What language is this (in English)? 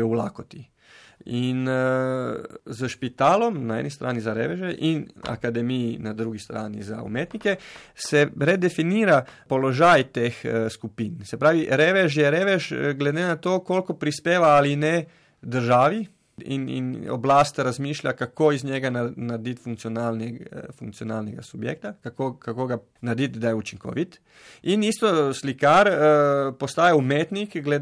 Slovenian